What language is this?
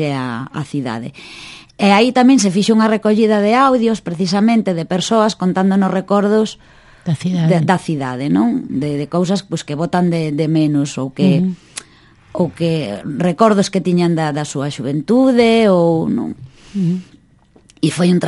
Galician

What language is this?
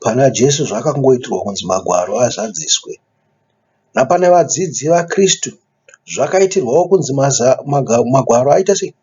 Shona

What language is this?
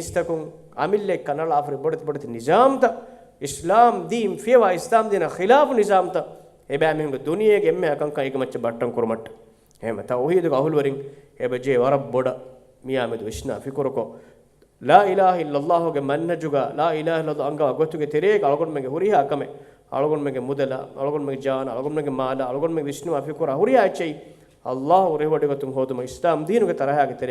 Divehi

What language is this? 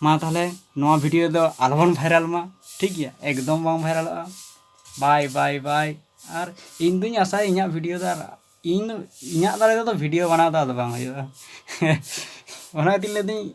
Santali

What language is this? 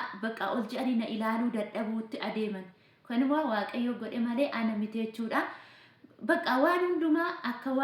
Oromo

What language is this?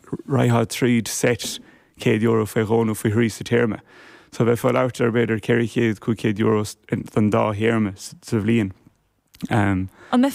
Irish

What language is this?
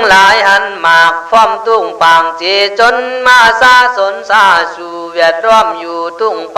Khün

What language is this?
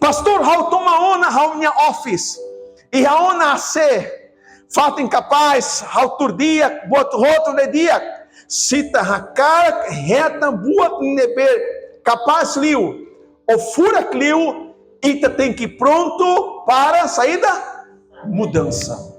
Tetum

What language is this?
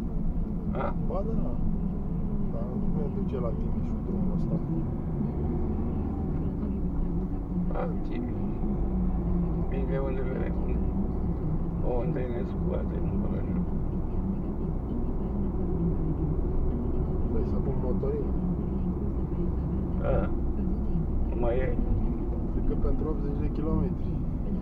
Romanian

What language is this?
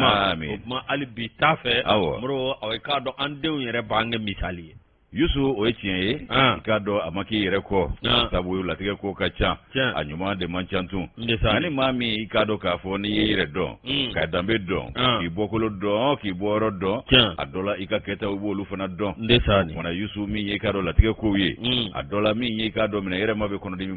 Bambara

